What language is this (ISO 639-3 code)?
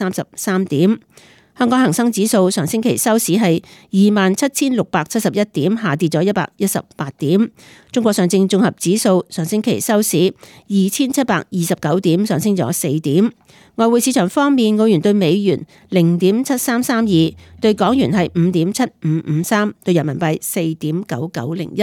yue